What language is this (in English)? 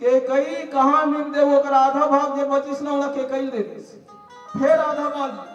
Chhattisgarhi